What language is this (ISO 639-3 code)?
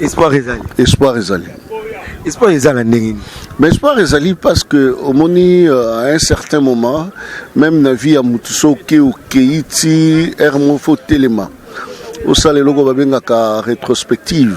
lin